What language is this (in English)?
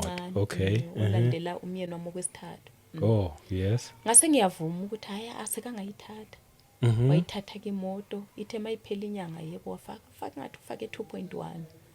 Zulu